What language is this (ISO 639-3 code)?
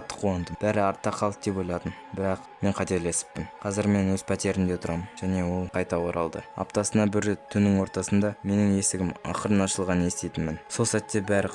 kaz